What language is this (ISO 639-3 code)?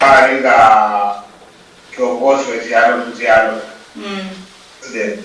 luy